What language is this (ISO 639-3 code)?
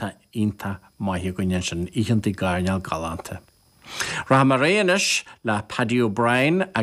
gle